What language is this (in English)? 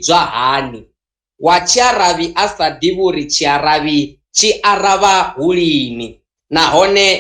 Venda